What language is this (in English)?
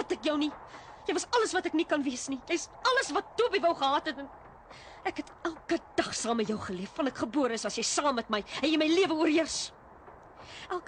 Afrikaans